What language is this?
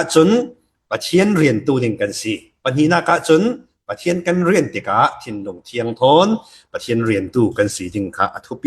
Falam Chin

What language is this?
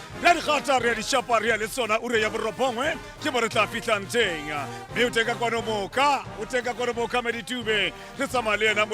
Tswana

